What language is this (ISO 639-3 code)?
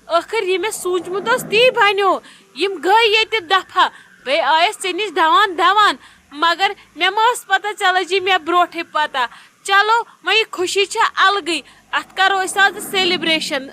kas